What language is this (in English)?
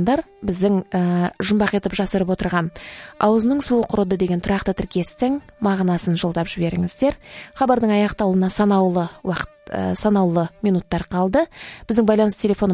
Kazakh